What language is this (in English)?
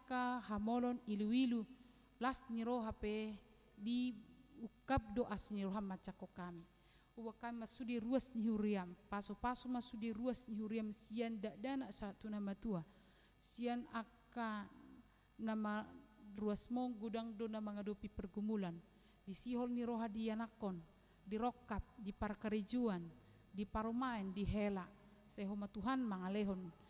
Batak Toba